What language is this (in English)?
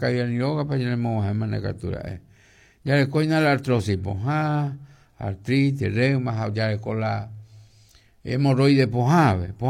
Guarani